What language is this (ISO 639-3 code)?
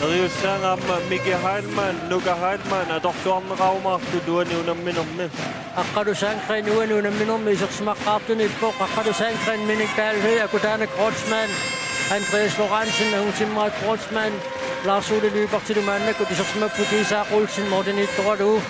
kal